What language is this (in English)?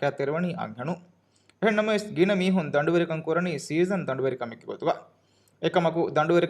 Divehi